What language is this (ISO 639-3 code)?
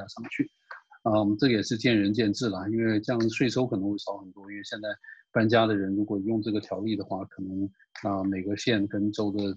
zho